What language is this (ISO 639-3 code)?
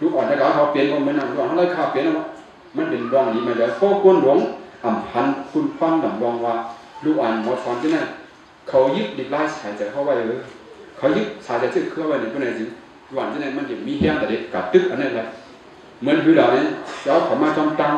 shn